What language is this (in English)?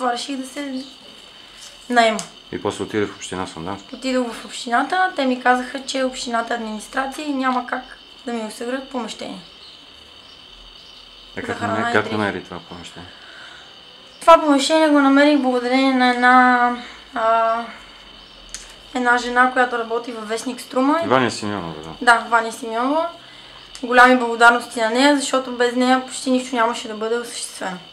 Bulgarian